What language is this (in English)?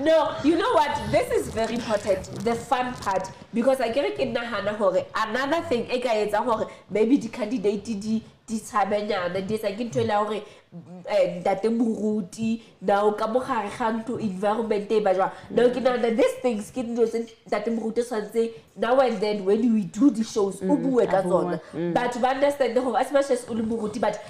Southern Sotho